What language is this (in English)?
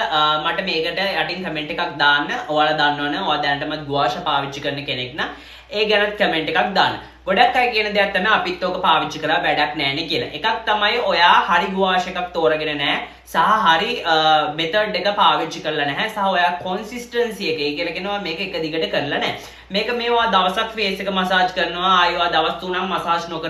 Sinhala